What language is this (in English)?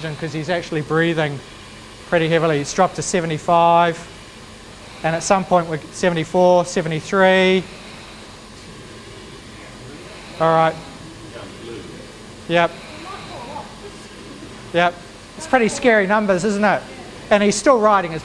English